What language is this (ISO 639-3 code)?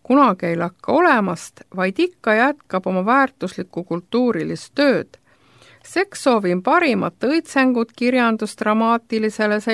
est